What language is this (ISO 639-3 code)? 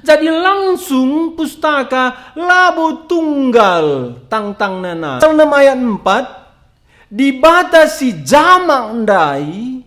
btx